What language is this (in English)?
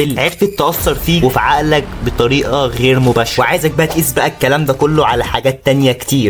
Egyptian Arabic